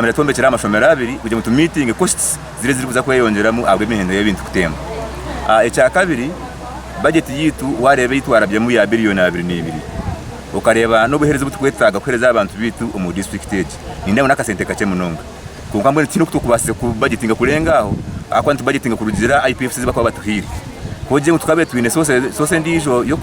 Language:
Nyankole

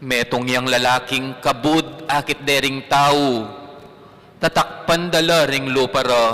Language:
Pampanga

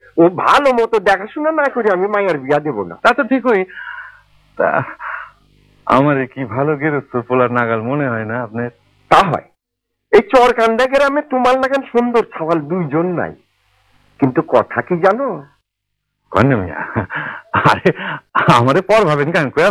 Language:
Bangla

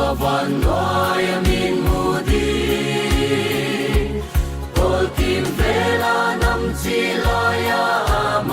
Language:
Paite Chin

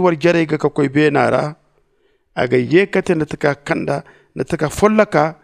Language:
Zarma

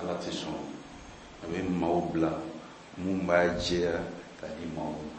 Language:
Bambara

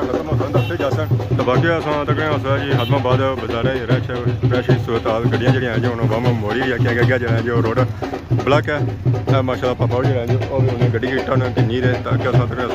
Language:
Pahari-Potwari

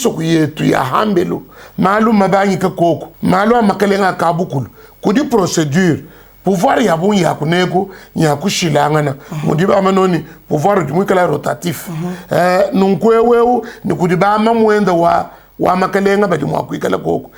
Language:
Luba-Lulua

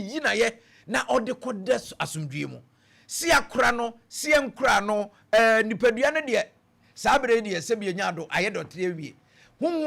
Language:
Akan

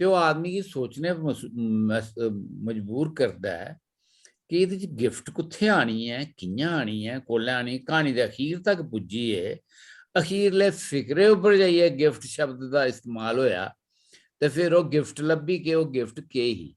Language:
Dogri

